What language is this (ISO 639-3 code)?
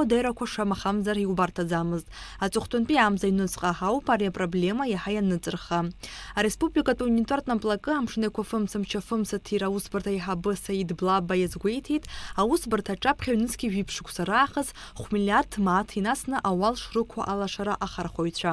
abk